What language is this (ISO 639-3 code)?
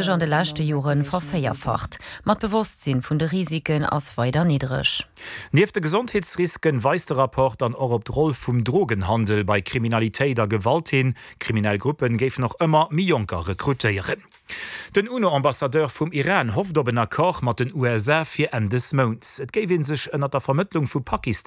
ltz